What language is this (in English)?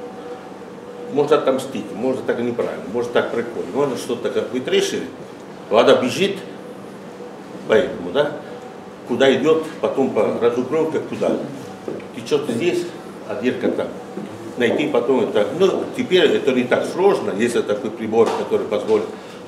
Russian